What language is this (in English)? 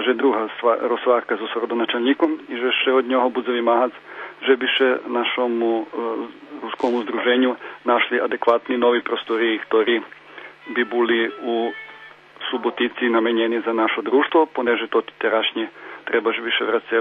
Rusyn